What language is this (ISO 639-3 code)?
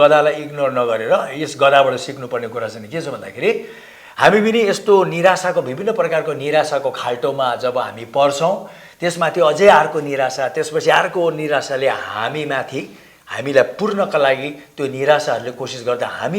nep